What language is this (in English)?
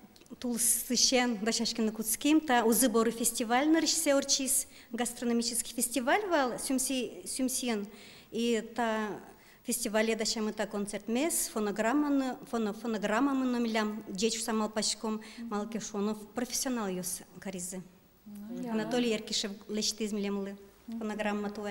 Udmurt